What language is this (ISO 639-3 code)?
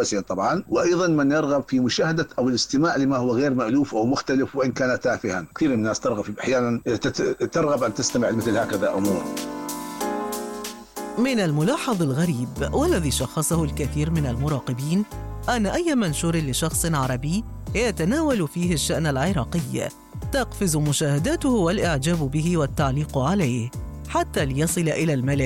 ara